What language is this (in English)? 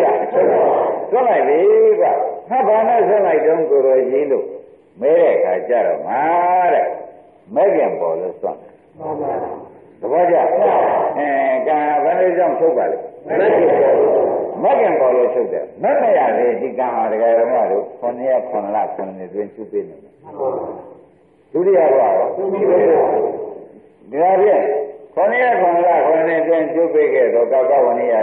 Burmese